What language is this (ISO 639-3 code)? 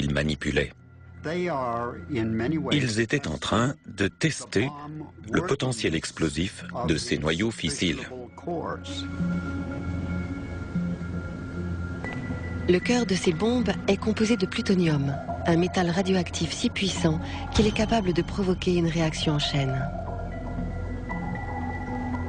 fra